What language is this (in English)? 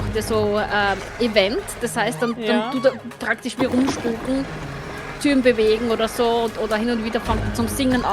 Swiss German